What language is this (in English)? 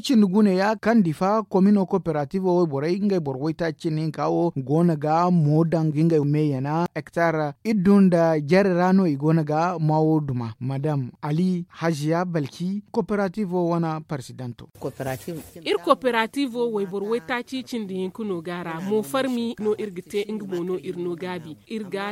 Zarma